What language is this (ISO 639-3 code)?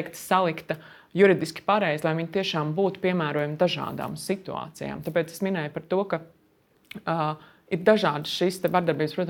lav